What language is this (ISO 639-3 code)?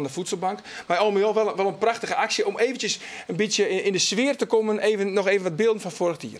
fry